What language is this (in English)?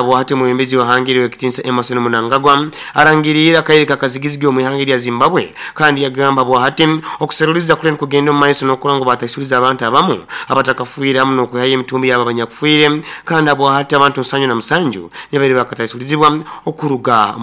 Nyoro